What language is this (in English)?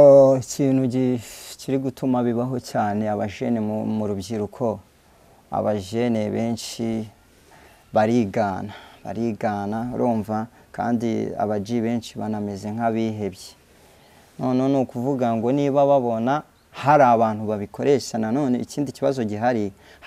Kinyarwanda